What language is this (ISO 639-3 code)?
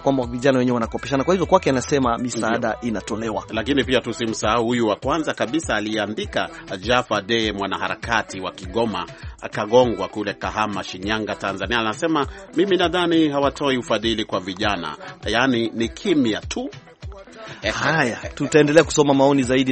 swa